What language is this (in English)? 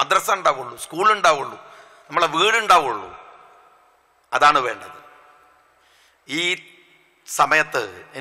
Malayalam